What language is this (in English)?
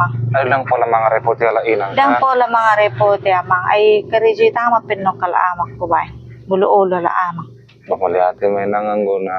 Batak Toba